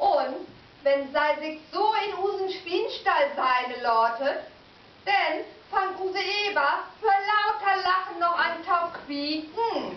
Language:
Low German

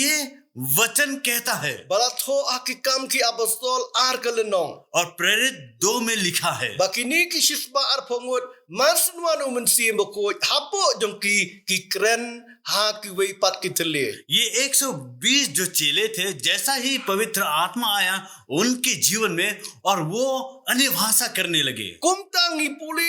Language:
Khasi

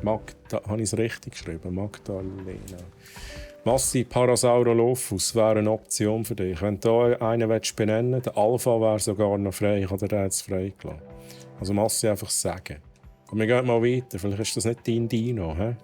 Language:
Swiss German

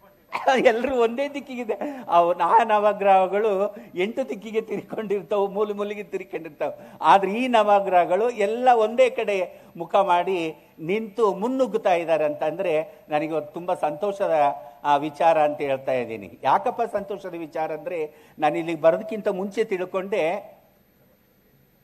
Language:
Kannada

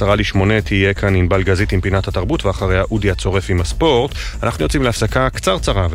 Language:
Hebrew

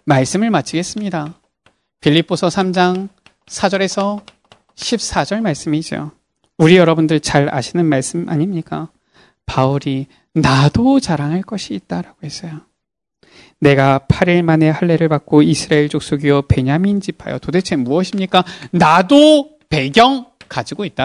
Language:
Korean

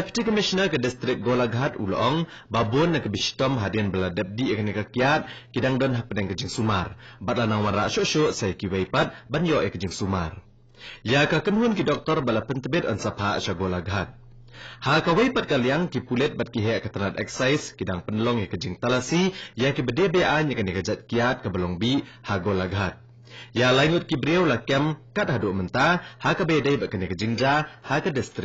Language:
Khasi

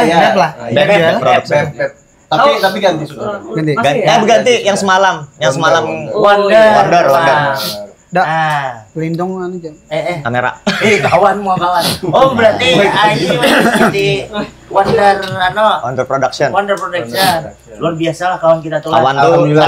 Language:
Banjar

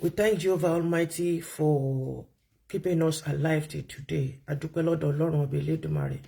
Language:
Yoruba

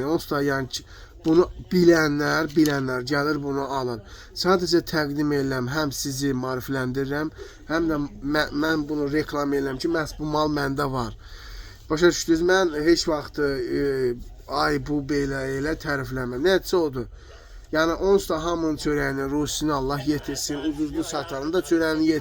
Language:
Azerbaijani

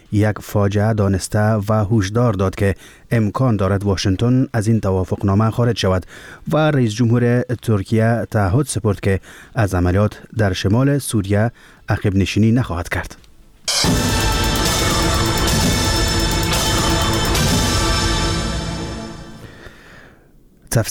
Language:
Persian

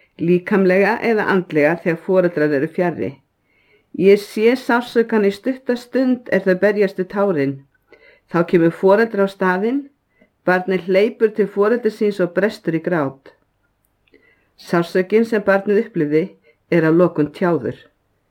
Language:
Icelandic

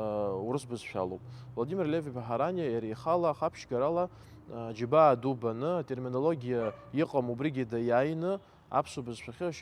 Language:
Abkhazian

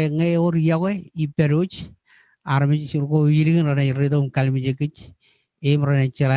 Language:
Marshallese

